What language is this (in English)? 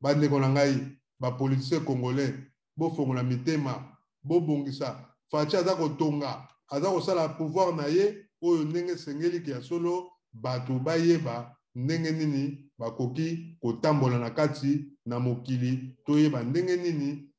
Lingala